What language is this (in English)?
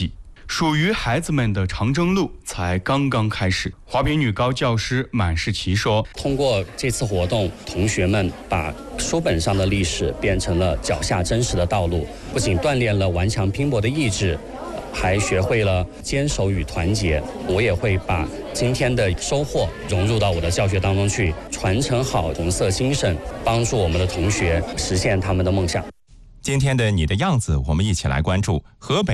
Chinese